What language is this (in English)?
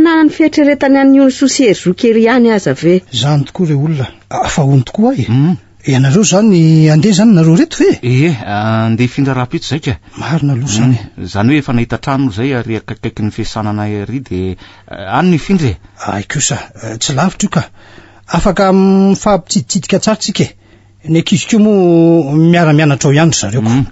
Malagasy